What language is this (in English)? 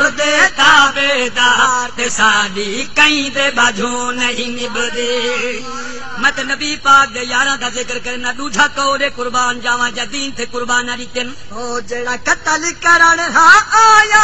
Saraiki